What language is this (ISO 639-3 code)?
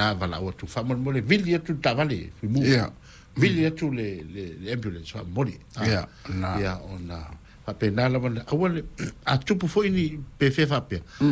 smo